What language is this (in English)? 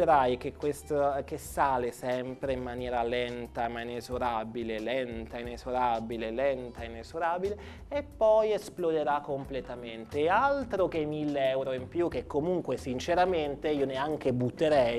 Italian